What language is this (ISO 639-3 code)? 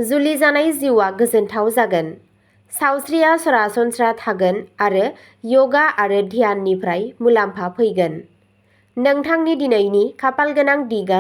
brx